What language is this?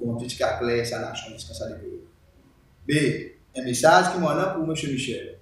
Seselwa Creole French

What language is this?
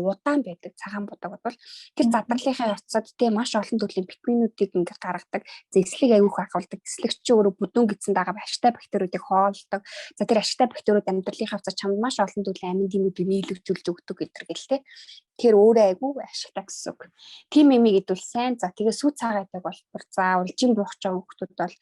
Mongolian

